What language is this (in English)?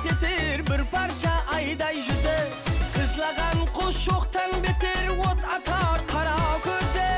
Kara-Kalpak